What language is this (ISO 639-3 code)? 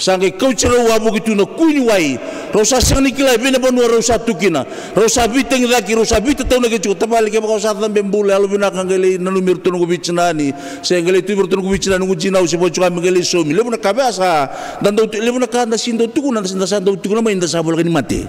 fij